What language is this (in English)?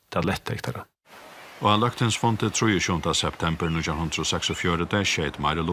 Faroese